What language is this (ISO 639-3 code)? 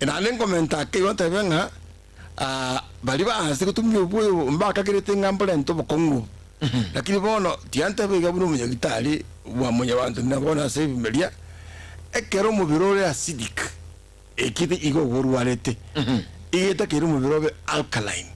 guz